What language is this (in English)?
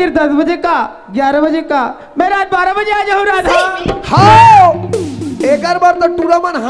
Chhattisgarhi